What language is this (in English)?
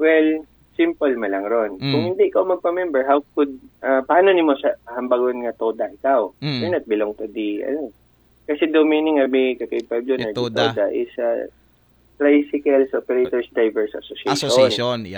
Aklanon